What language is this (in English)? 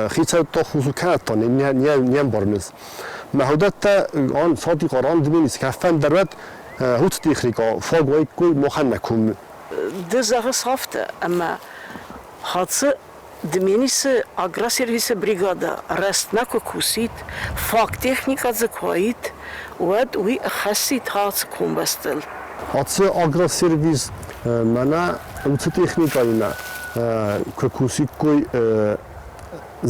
Ossetic